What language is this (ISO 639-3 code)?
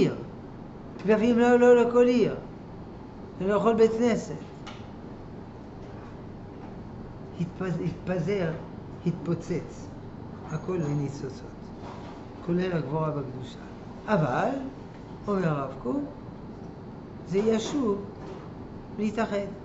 heb